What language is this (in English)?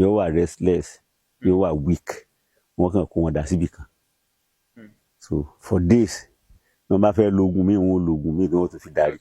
Yoruba